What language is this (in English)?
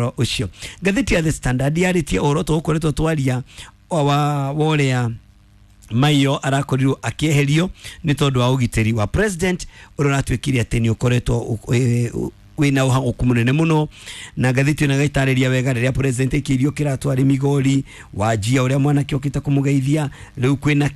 Kikuyu